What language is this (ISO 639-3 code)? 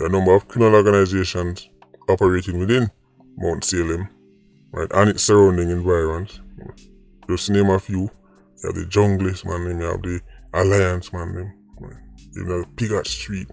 jam